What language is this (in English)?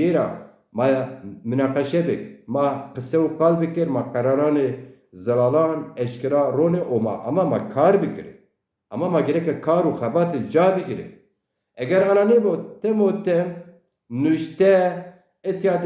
Zaza